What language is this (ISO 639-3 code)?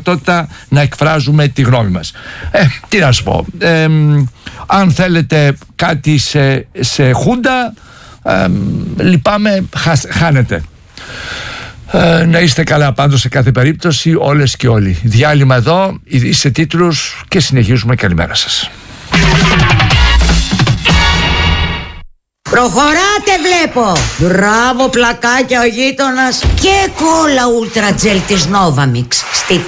ell